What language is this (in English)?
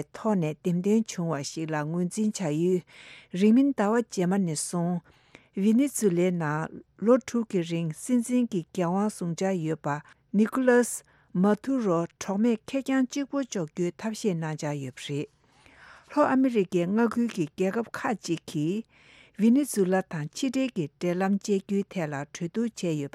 Tibetan